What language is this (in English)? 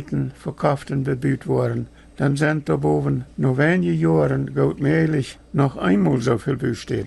Plautdietsch